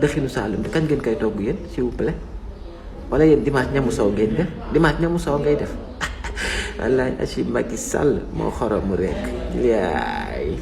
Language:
Wolof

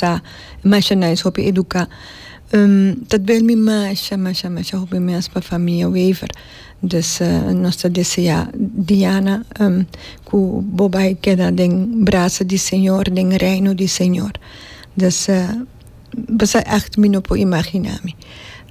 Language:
Papiamento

